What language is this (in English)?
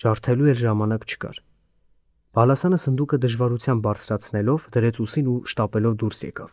Armenian